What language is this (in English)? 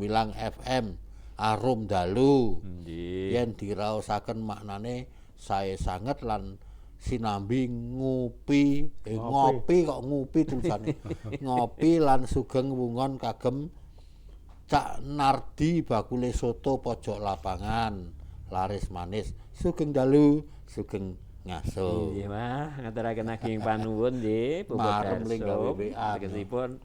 Javanese